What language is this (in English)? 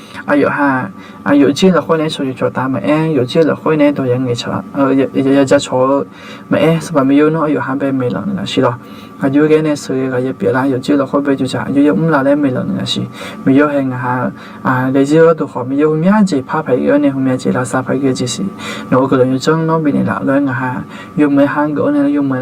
Akha